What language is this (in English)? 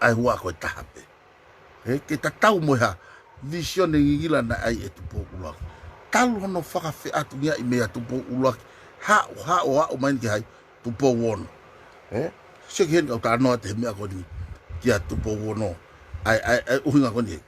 Tongan